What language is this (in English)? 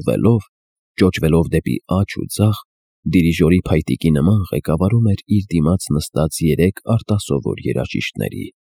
Armenian